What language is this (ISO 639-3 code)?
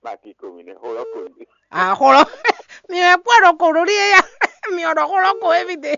fon